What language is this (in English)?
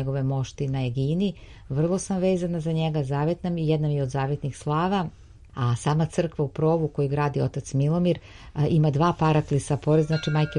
Serbian